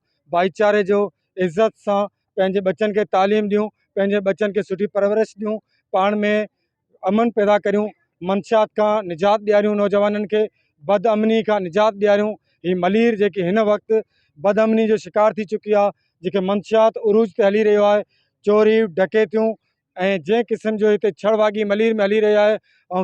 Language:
Sindhi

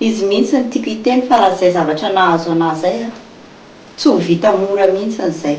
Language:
Malagasy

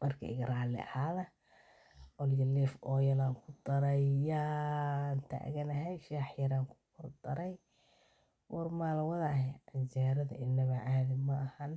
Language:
Somali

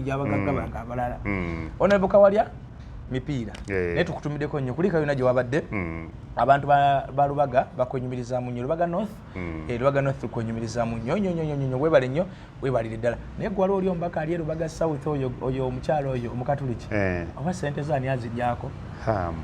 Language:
Ganda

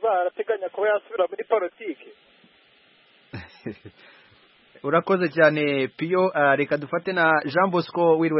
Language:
Kinyarwanda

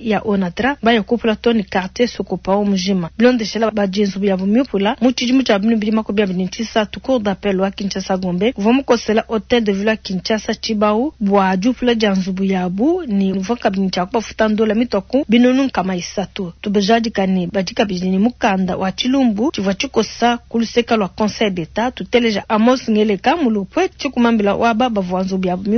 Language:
Luba-Lulua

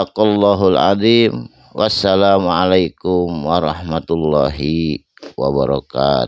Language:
Sundanese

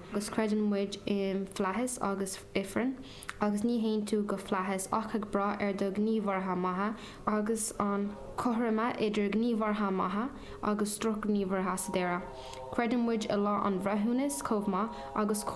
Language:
Irish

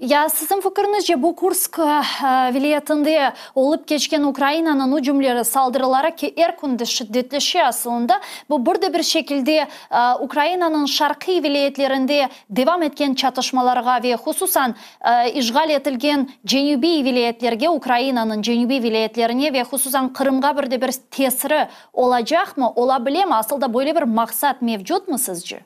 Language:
Crimean Tatar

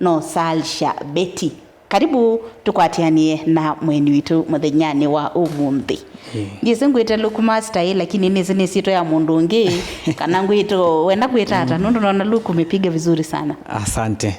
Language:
Kamba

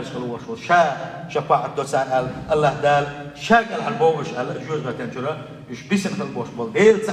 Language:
Chechen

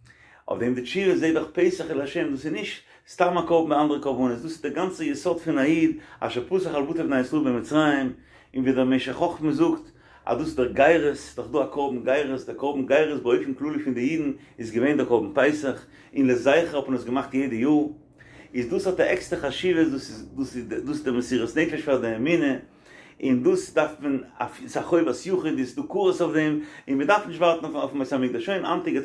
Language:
Yiddish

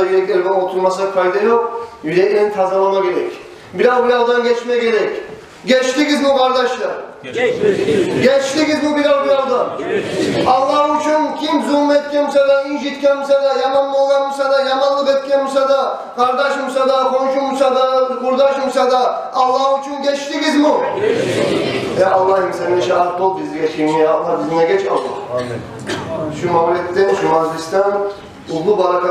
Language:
Kumyk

